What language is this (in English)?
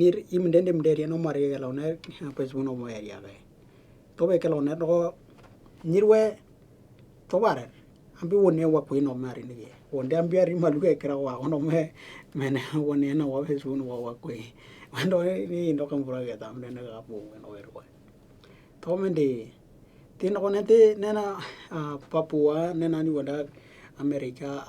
Western Dani